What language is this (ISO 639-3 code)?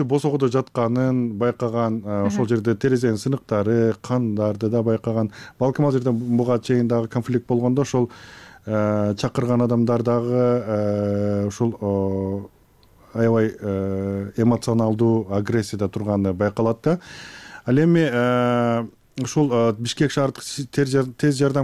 kir